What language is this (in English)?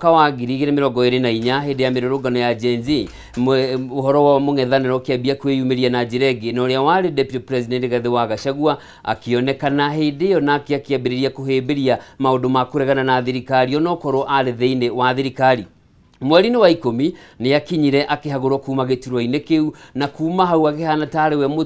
Kikuyu